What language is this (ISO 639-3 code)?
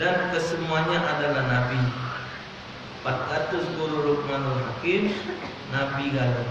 mui